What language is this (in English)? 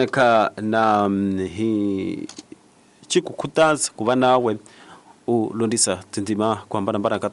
Tsonga